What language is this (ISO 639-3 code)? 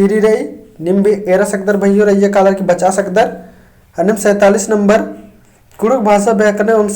kru